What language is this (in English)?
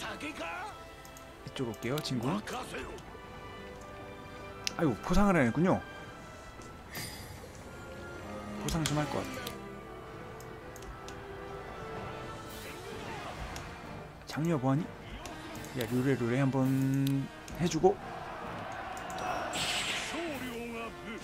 Korean